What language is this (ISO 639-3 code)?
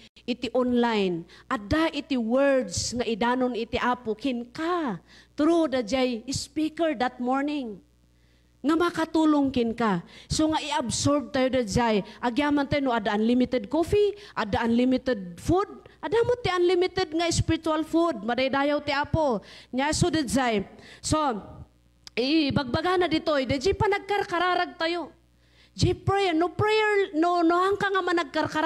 ilo